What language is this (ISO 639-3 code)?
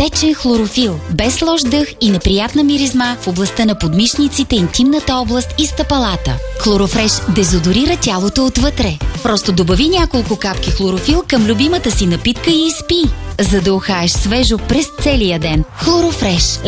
bul